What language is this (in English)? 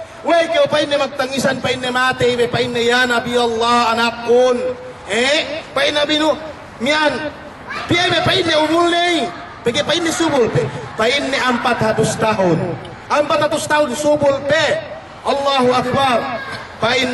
Yakan